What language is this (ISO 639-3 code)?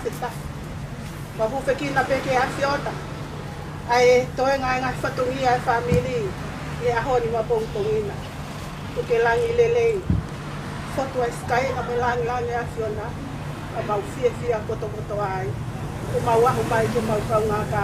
ton